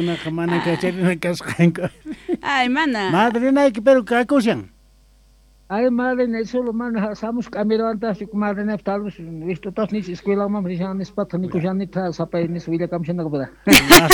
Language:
South Bolivian Quechua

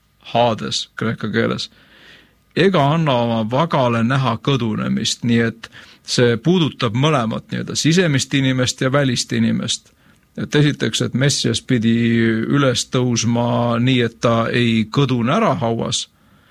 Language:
Estonian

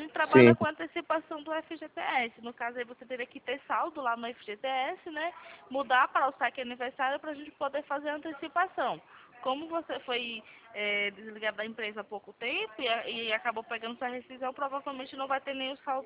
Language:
Portuguese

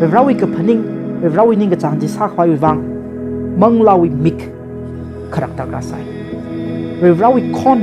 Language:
Tangkhul Naga (India)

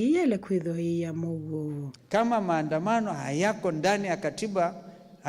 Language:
Kamba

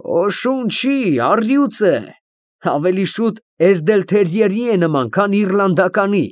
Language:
Armenian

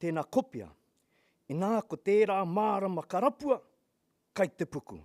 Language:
Māori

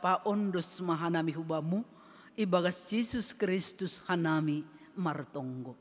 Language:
Batak Simalungun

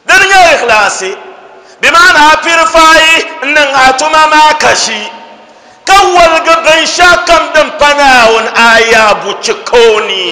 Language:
Dagbani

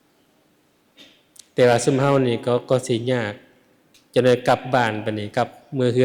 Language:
Lao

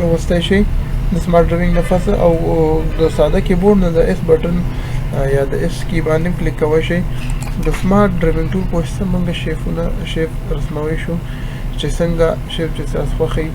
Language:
Pashto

